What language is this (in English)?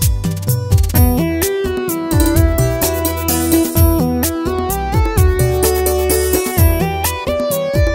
Malayalam